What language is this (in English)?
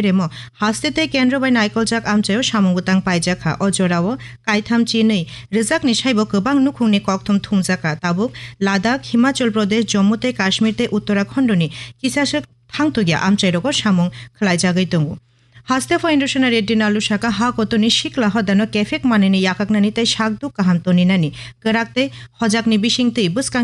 Kok Borok